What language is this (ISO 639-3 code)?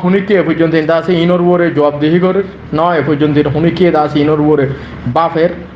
rhg